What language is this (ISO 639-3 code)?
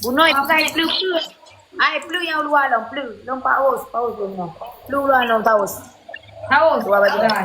ace